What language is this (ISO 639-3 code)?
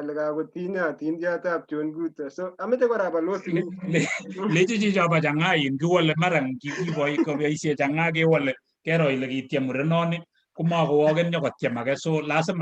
kln